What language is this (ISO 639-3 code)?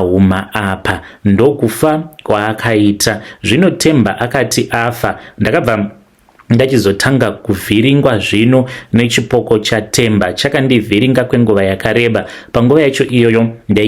sna